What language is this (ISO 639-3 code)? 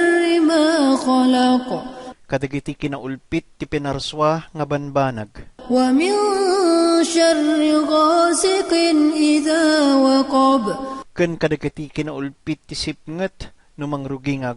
ilo